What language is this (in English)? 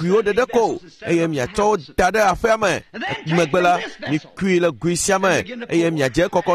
Ewe